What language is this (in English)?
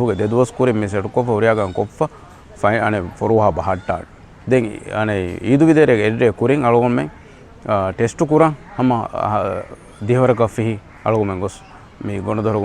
Divehi